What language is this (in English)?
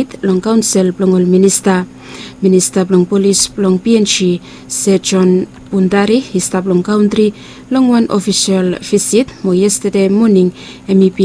Bislama